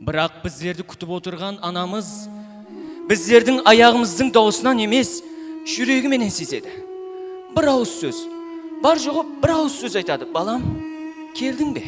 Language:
Kara-Kalpak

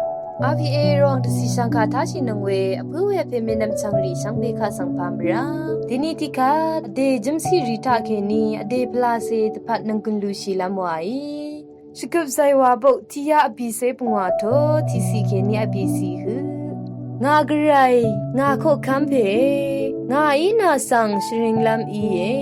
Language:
Rawang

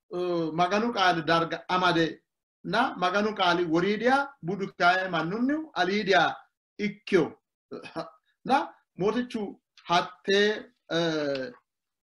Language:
Sidamo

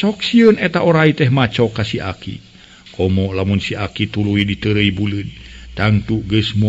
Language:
Sundanese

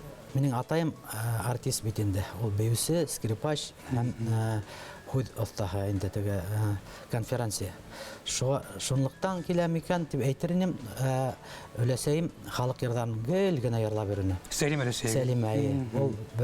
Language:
Bashkir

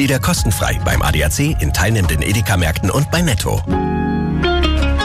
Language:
German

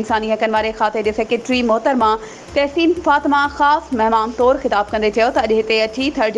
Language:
Sindhi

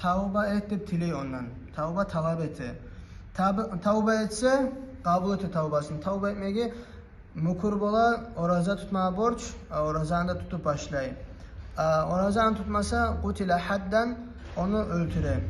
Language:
Kumyk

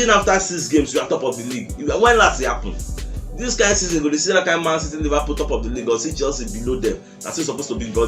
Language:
Nigerian Pidgin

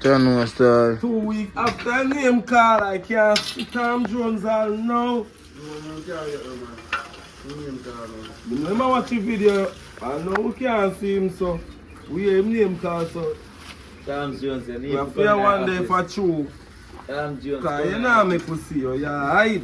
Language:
Jamaican Creole English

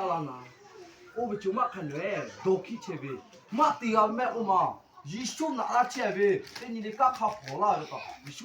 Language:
Lahu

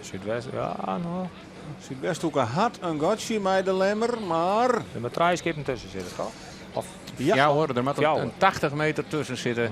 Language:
Western Frisian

